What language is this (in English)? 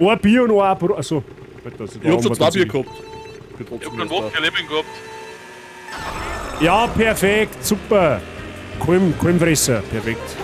Bavarian